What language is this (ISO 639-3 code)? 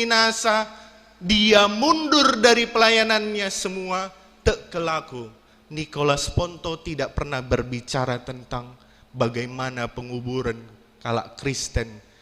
btx